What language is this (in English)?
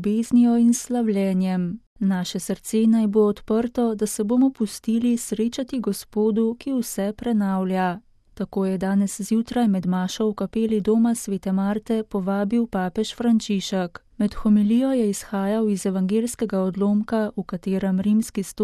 Slovenian